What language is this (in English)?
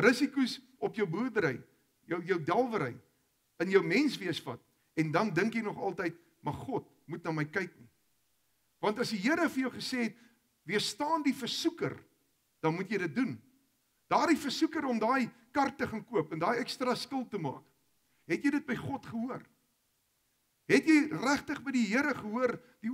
Afrikaans